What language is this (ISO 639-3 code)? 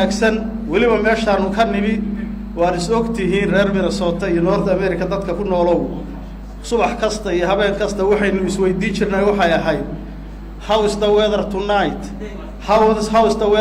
som